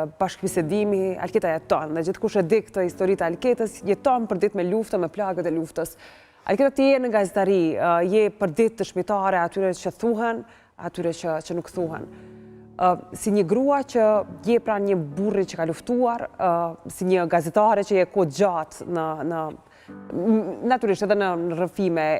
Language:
Albanian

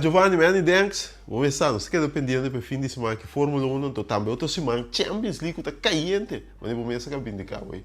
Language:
Papiamento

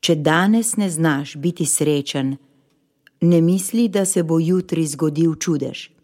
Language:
Slovenian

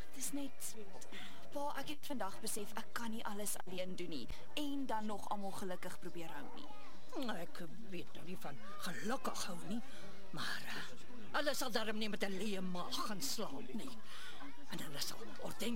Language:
Afrikaans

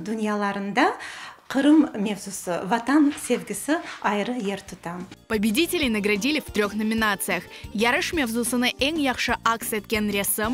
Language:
Crimean Tatar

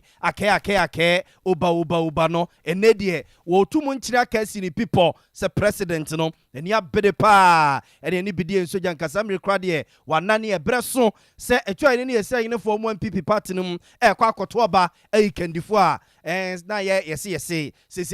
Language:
Akan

